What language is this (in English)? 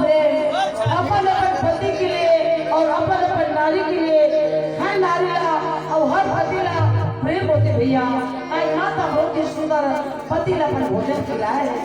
Chhattisgarhi